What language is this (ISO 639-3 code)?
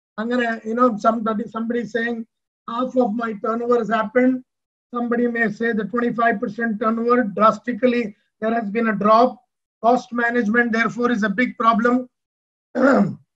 mal